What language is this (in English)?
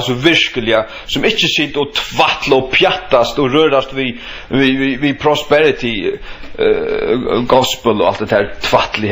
Faroese